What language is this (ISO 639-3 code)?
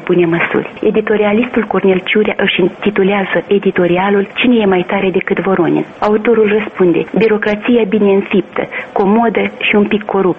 ron